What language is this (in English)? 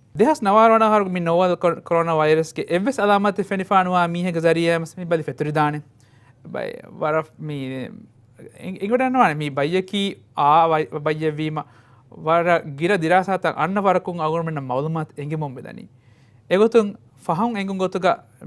Divehi